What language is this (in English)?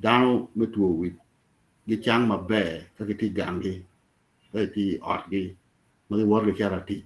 Acoli